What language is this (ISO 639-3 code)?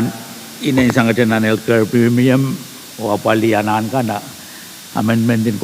pon